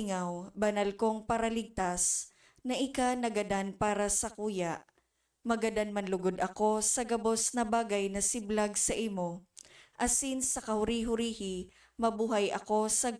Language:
Bikol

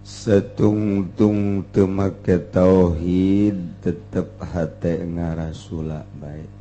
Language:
Sundanese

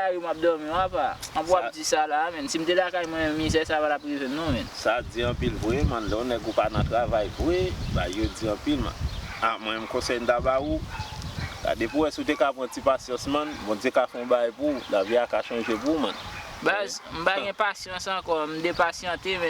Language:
Haitian Creole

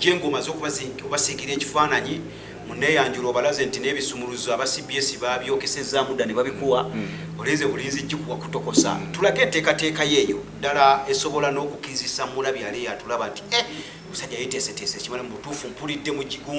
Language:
Ganda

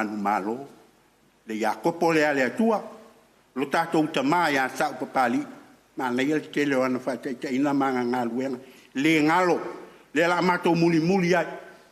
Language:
Samoan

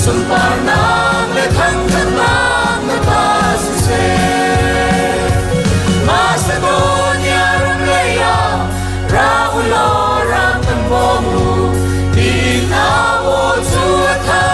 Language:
Hakha Chin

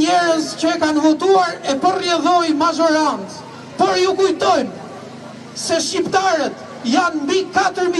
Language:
Albanian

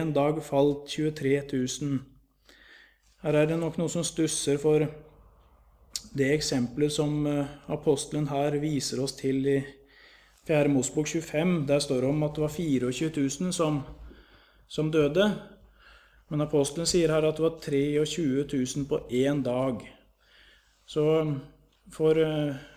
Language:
Norwegian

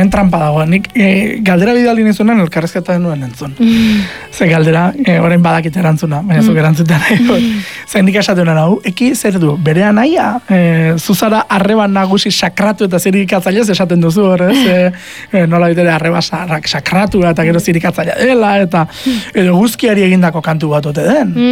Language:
Basque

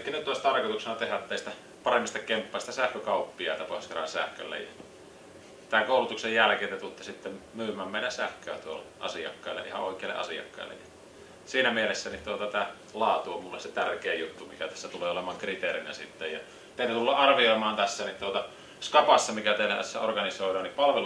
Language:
Finnish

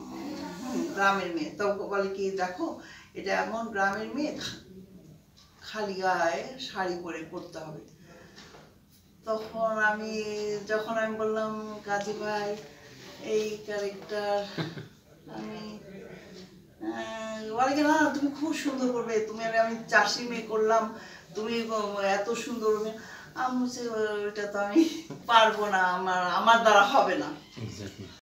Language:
Bangla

